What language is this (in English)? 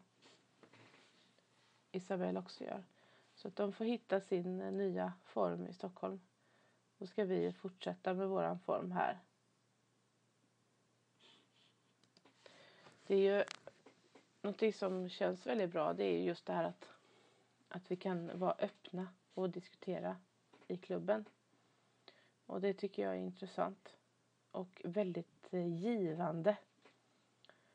Swedish